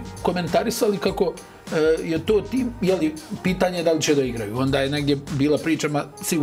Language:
Bosnian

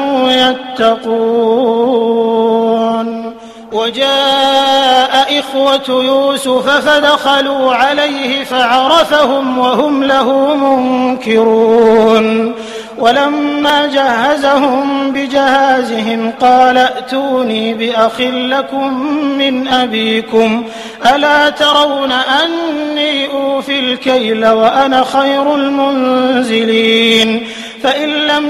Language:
Arabic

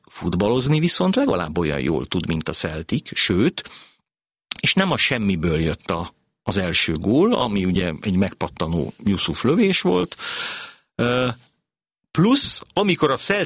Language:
Hungarian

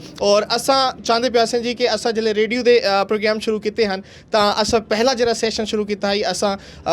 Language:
Saraiki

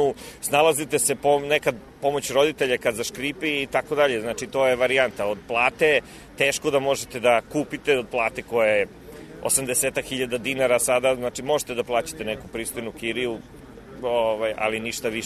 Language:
Serbian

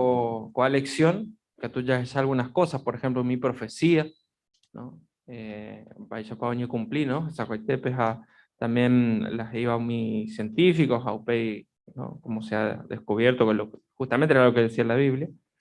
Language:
Guarani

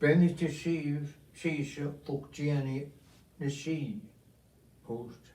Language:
Scottish Gaelic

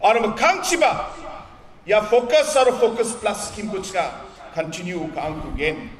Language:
Garo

